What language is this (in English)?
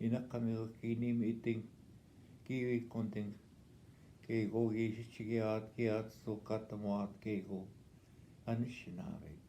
Northwestern Ojibwa